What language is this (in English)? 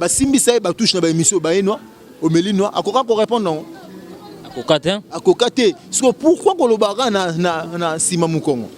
Lingala